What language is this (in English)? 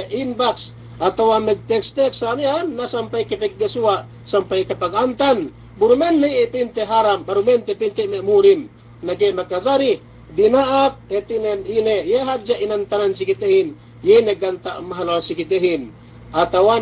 Yakan